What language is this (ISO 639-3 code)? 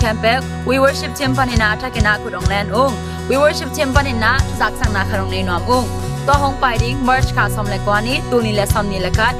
ctd